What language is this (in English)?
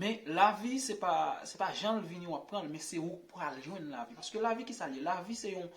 Haitian Creole